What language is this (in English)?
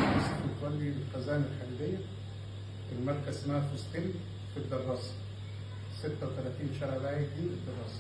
Egyptian Arabic